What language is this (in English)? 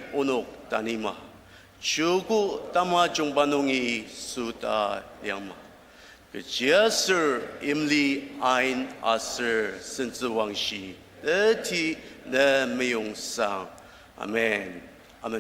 Ao Naga